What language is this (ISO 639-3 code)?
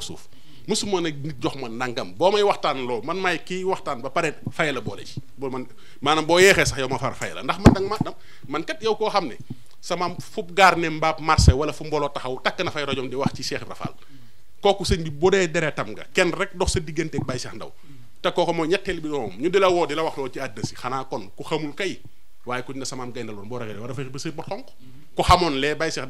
wol